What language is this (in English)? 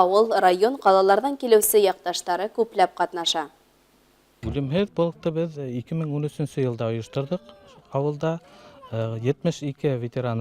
Bashkir